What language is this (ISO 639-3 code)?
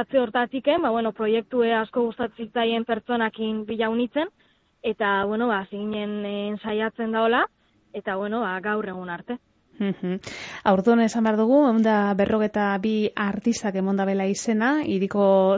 eus